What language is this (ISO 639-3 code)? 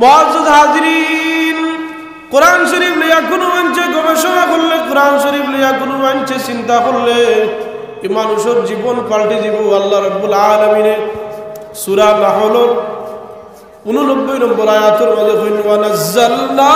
syl